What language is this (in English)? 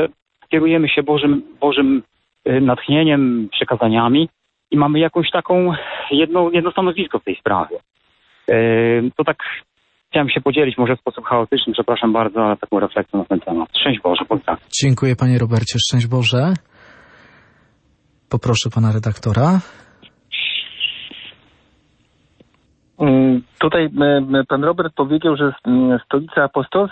Polish